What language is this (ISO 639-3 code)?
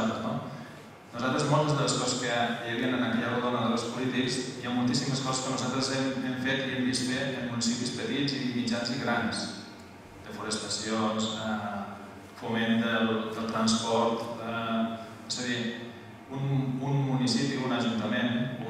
cat